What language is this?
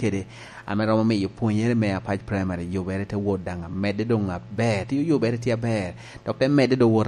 Lango (Uganda)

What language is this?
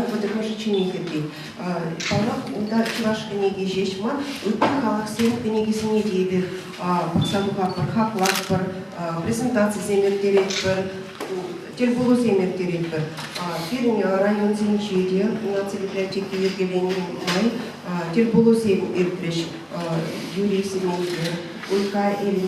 Chuvash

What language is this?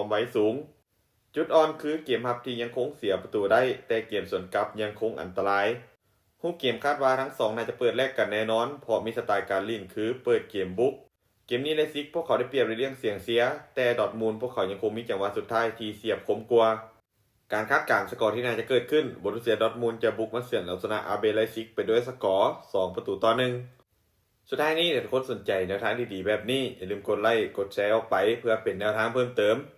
Lao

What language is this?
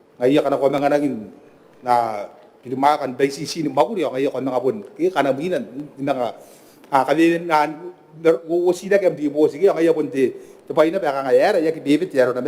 Gilbertese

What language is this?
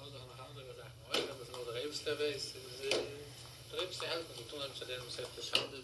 Yiddish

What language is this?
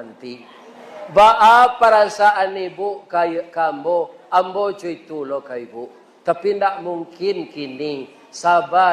Minangkabau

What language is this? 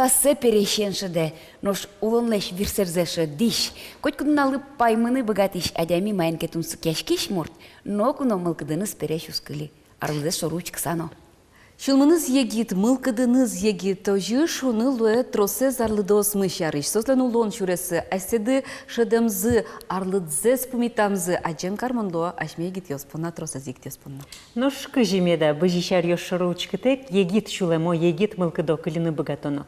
Udmurt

